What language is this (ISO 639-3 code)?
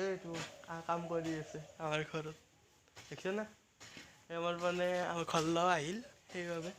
asm